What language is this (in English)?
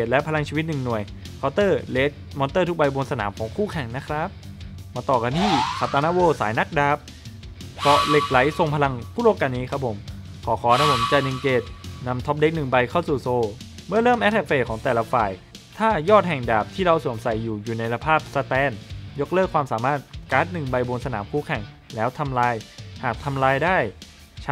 Thai